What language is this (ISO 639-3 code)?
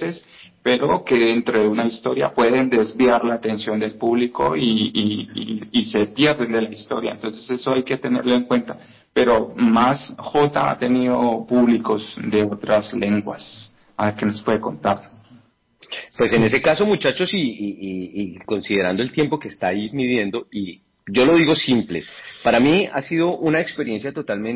spa